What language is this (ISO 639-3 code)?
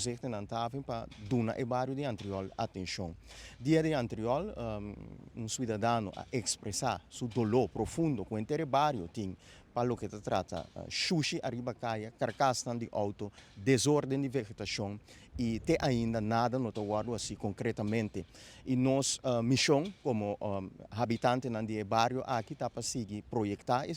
pap